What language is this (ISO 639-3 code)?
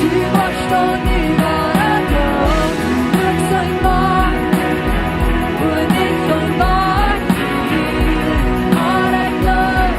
pdt